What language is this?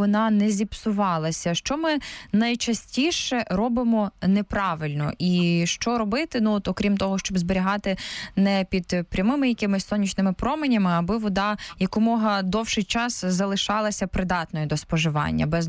Ukrainian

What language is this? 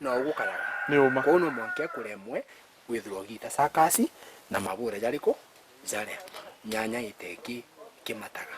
Meru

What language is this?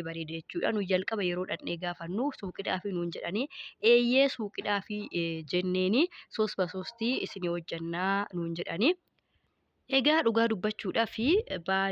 Oromo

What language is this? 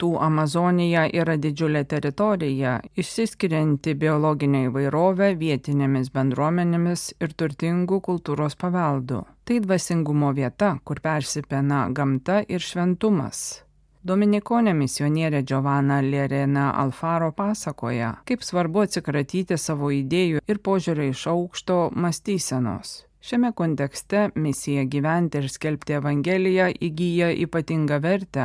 Lithuanian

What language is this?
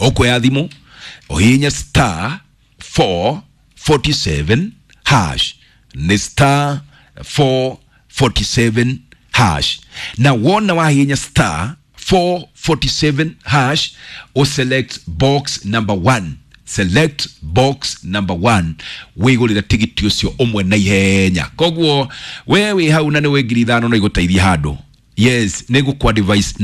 Kikuyu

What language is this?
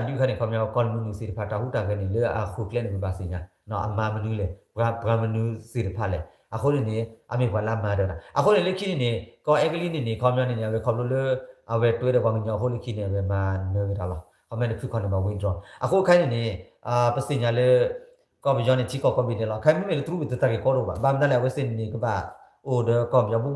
S'gaw Karen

